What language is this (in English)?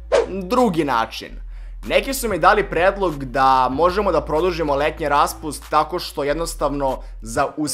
Serbian